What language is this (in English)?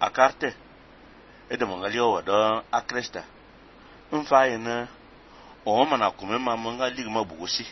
Fang